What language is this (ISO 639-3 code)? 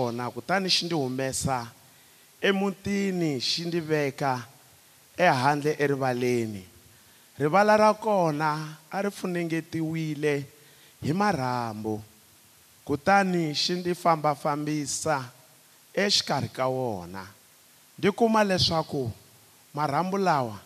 tso